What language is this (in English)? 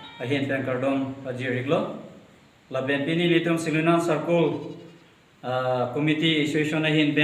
Karbi